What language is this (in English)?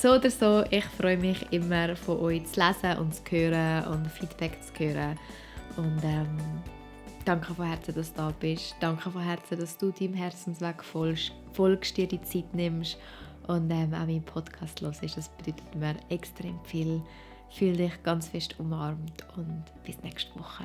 Swiss German